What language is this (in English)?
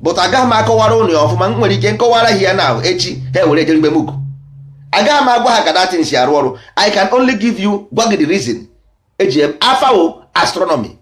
Igbo